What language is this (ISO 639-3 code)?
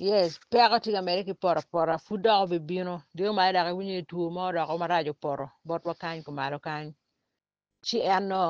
ach